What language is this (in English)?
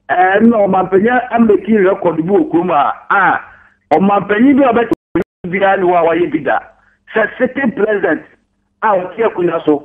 Akan